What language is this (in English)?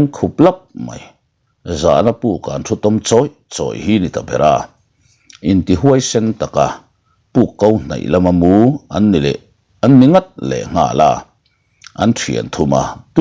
Mizo